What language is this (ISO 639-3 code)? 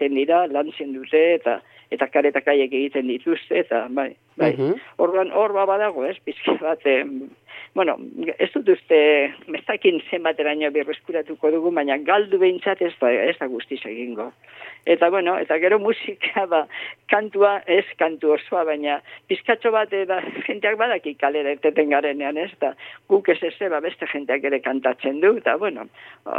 eus